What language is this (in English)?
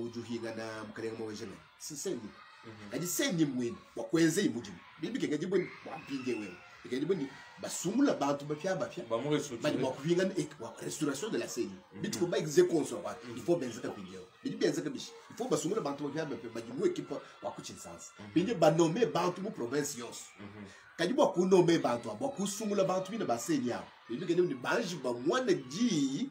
Luba-Lulua